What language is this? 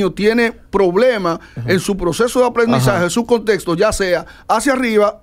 Spanish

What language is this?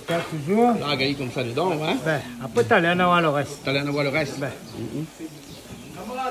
French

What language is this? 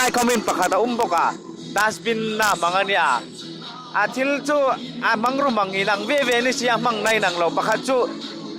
Hmar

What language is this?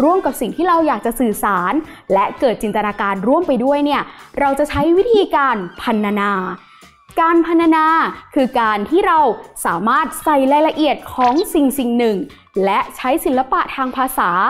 Thai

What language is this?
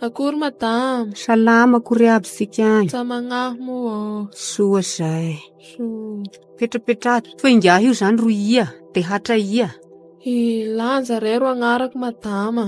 Malagasy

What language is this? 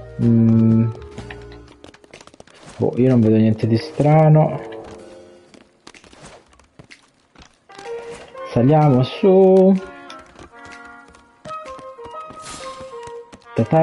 Italian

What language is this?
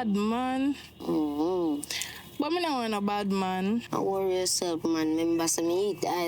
Jamaican Creole English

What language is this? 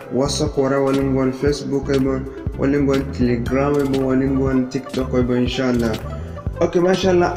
Zarma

